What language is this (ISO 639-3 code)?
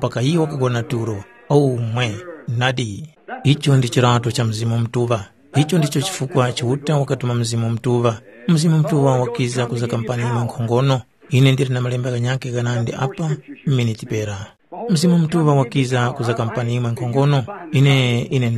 tum